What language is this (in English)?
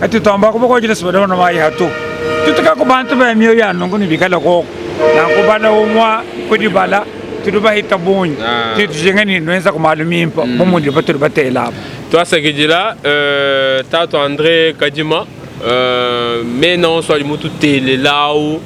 Luba-Lulua